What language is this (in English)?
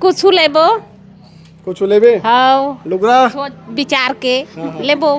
Chhattisgarhi